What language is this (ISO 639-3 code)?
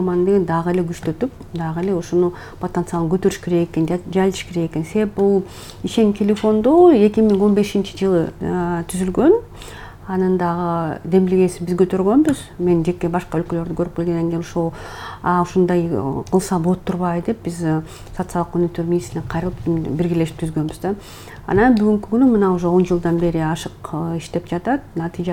kir